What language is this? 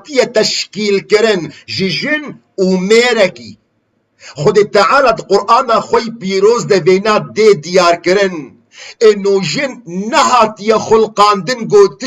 Kurdish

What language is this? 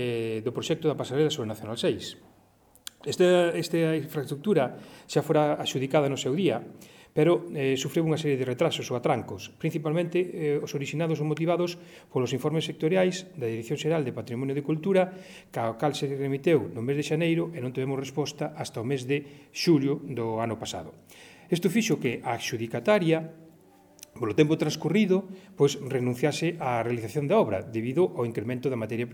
Galician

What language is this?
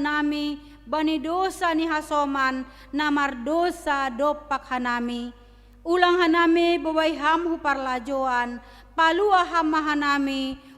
Batak Simalungun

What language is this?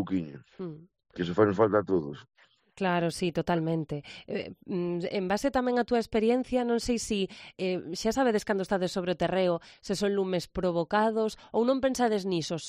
Galician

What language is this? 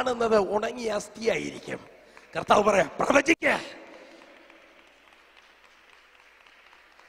Malayalam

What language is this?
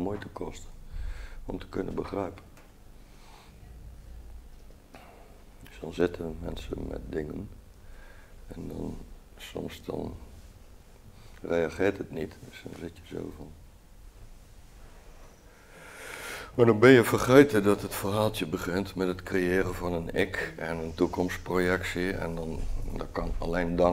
Dutch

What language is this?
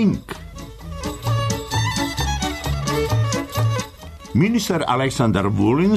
Serbian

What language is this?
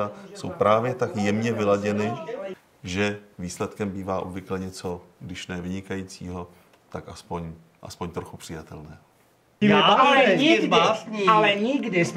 Czech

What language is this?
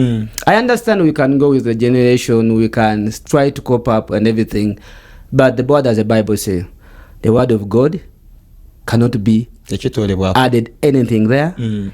Ganda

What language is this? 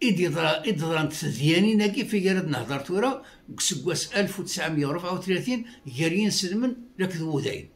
Kabyle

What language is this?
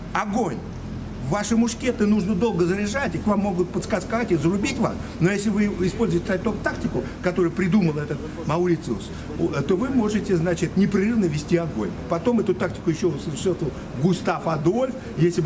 Russian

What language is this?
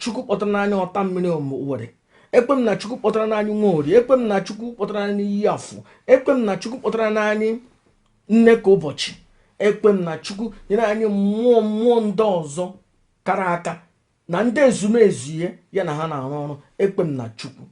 Igbo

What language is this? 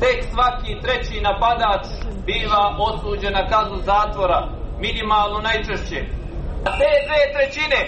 Serbian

